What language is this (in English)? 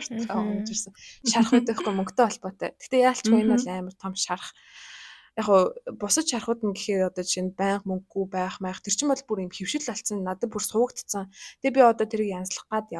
Mongolian